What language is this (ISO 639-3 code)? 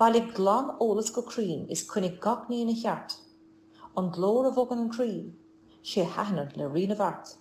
gle